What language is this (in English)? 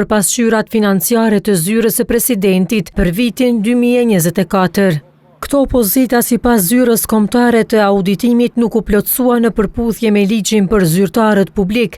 Albanian